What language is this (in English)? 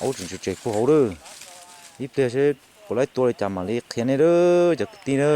Hmong